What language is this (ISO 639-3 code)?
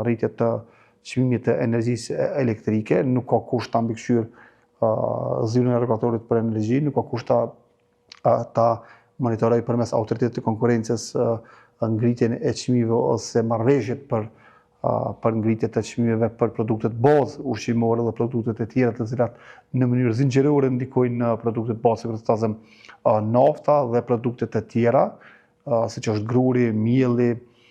sqi